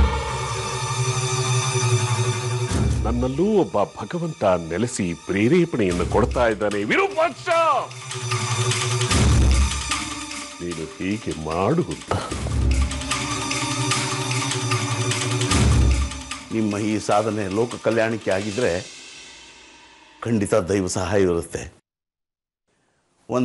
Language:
Kannada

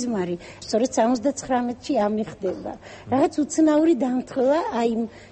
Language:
Georgian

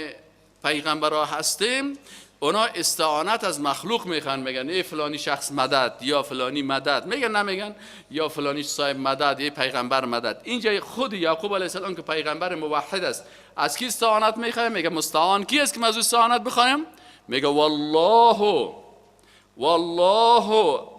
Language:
Persian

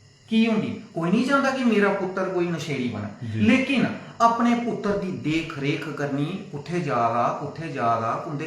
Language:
Dogri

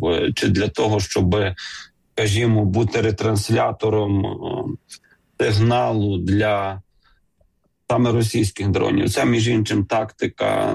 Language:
Ukrainian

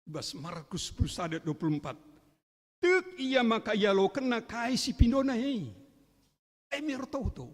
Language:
Batak Karo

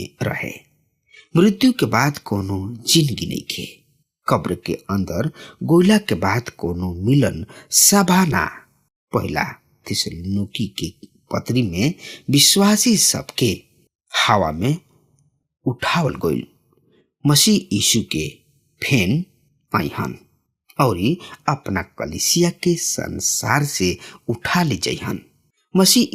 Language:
Bhojpuri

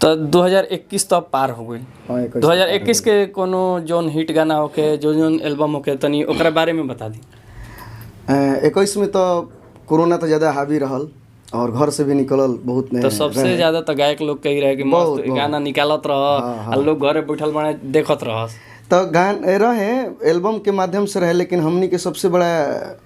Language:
Bhojpuri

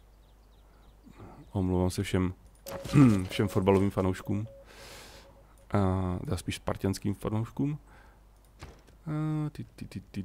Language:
Czech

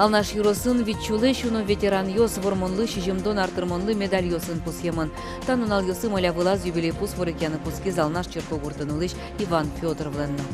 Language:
Udmurt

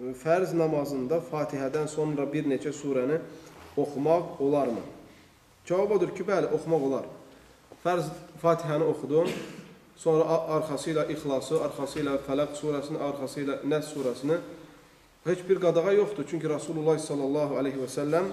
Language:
Azerbaijani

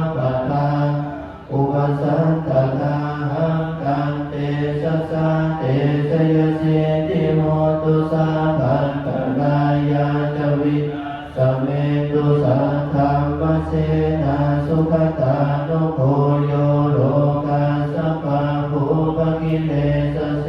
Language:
Pali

